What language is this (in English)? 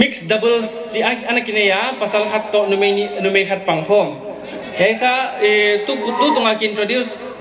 Paite Chin